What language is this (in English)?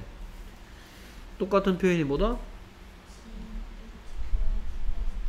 Korean